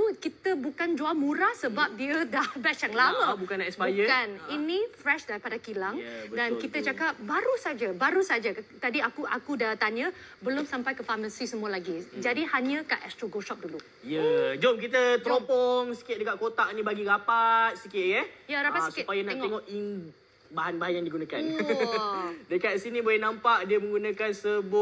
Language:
Malay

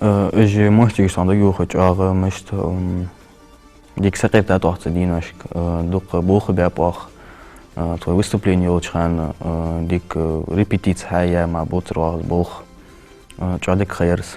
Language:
Ingush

